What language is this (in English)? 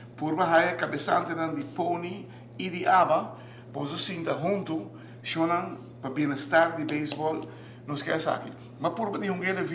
Papiamento